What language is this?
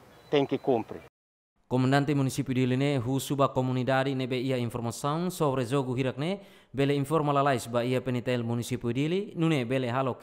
Tetum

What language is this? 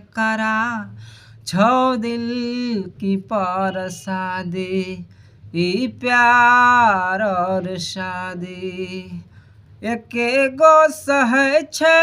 Maithili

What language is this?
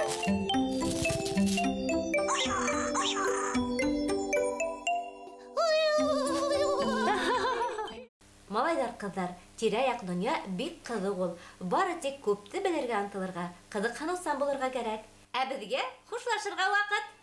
Bashkir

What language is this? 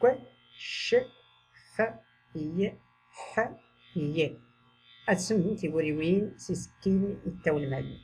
Tachelhit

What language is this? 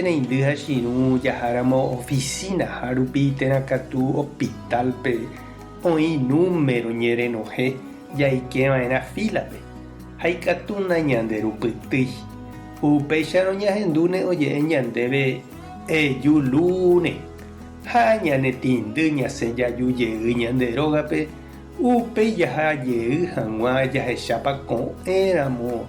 Guarani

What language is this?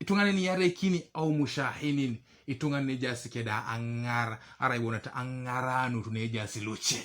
Teso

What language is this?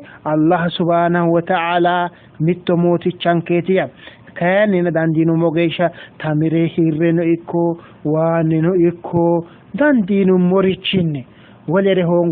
Sidamo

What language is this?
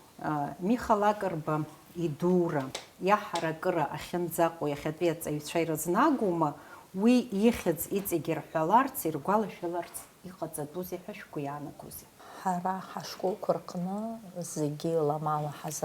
Abkhazian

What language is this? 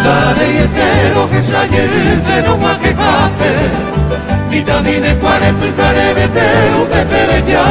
Guarani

